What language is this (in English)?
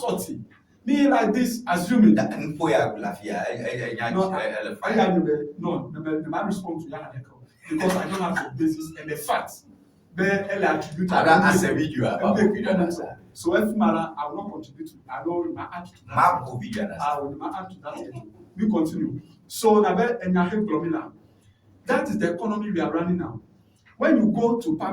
Ewe